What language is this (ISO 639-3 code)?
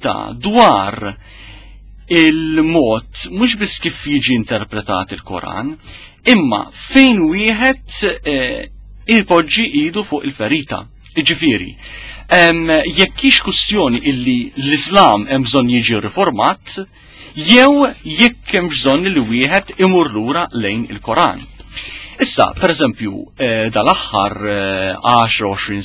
mlt